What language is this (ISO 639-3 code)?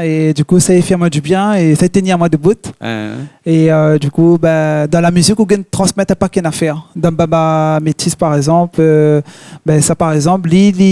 rcf